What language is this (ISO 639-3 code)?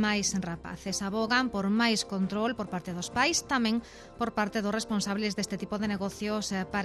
glg